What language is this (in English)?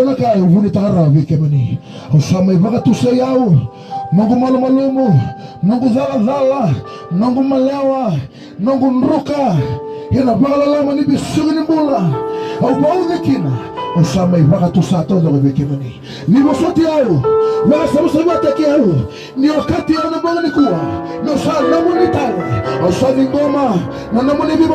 Fijian